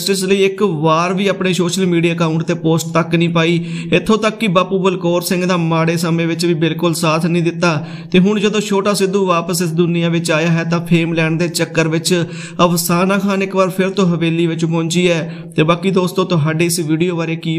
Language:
Punjabi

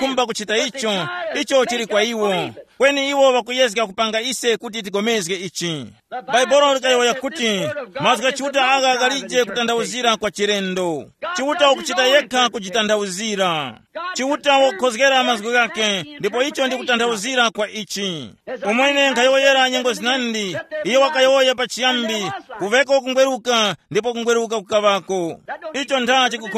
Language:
Tumbuka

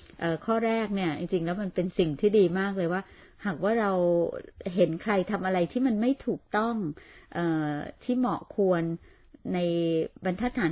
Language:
Thai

